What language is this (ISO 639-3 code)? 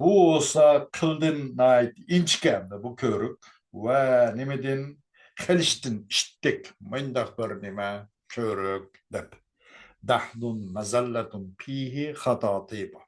uig